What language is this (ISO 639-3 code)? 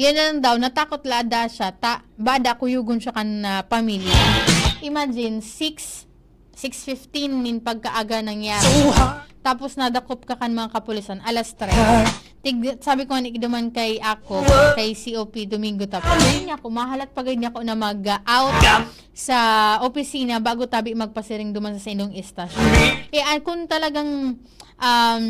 bik